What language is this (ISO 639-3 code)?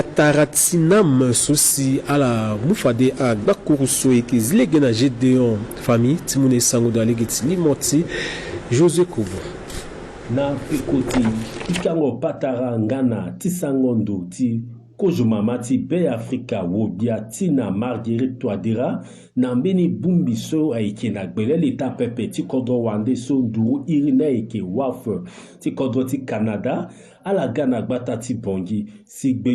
sag